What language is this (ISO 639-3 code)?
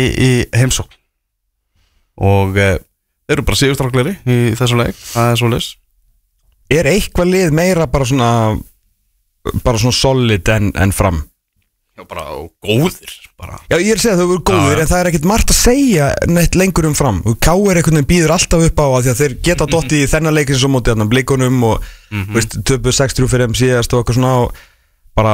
isl